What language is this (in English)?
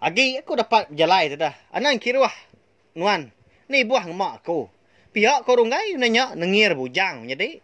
Iban